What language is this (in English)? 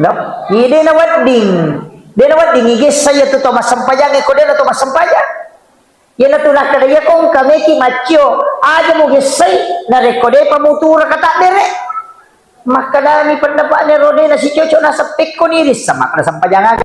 Buginese